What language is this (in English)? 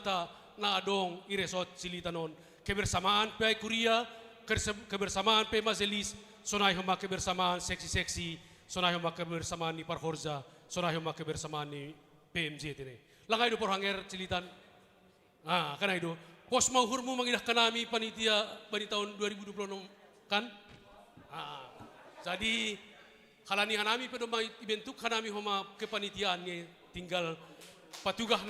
Batak Simalungun